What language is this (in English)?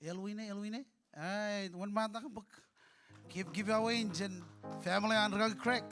Marshallese